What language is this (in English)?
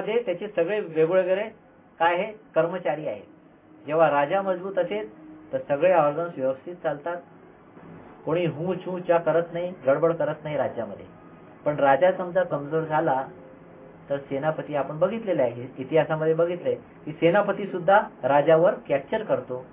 Marathi